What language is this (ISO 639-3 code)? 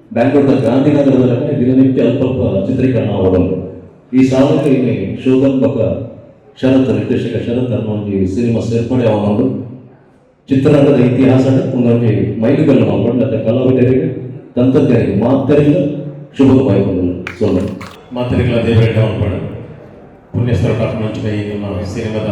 tcy